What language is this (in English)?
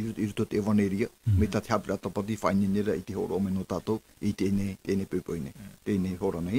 Tahitian